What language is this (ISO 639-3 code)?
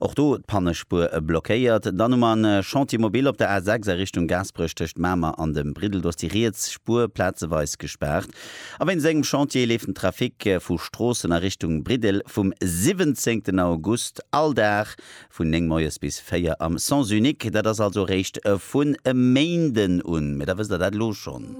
ltz